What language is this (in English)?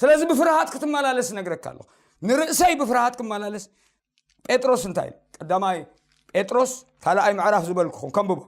Tigrinya